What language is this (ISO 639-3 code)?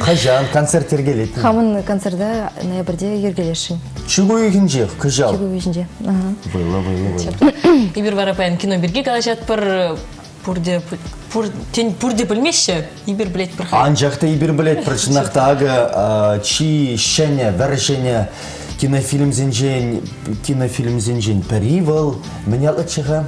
chv